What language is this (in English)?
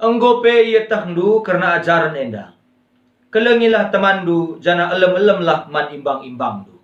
Batak Karo